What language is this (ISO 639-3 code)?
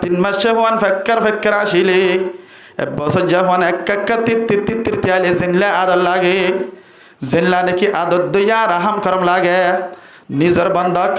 rhg